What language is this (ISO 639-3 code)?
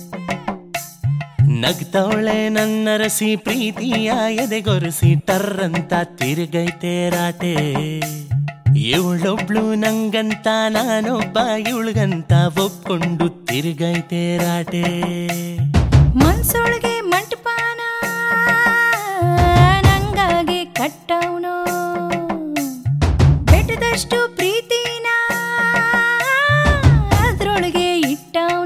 kan